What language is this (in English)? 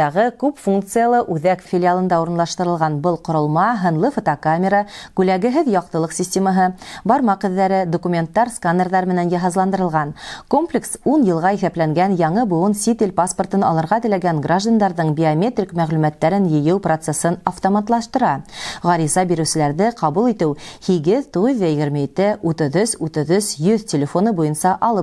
Bashkir